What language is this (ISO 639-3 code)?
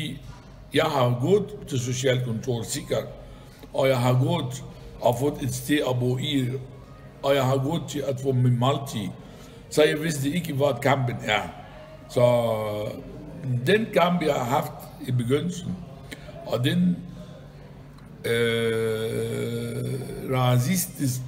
dan